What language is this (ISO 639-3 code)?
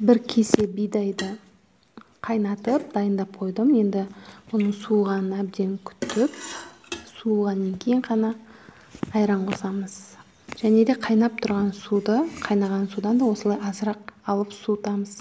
kaz